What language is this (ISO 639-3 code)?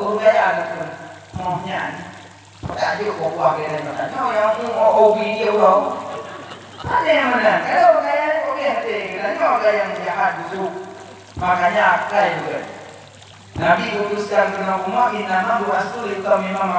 ace